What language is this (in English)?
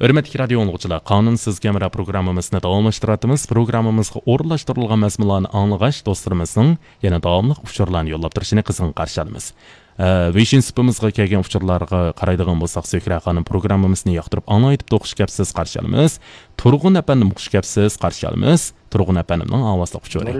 Uyghur